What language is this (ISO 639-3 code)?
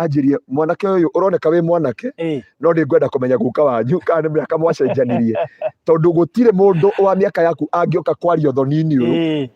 kik